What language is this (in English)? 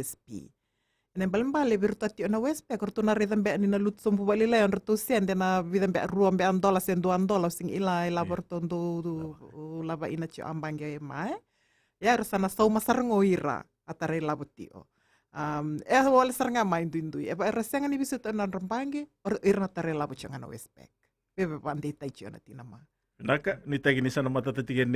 Fijian